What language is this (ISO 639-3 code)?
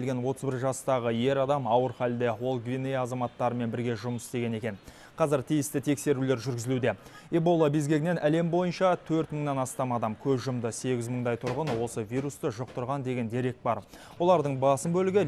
kaz